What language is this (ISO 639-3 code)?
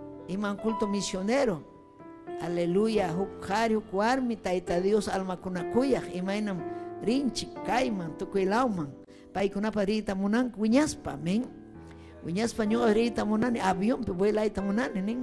quy